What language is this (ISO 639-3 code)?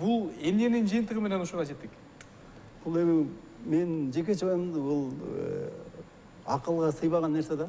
kir